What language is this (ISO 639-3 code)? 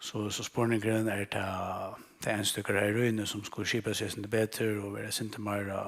fao